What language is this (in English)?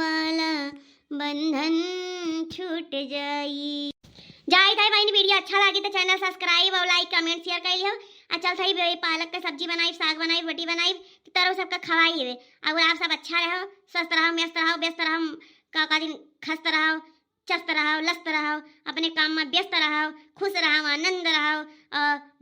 Awadhi